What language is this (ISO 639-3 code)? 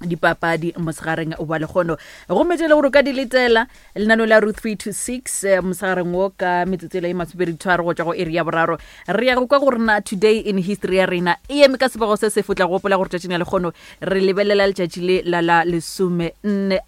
nso